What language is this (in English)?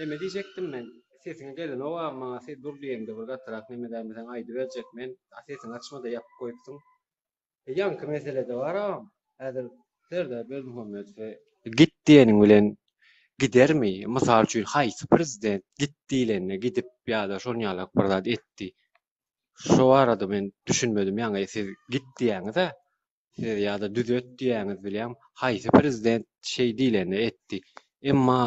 Turkmen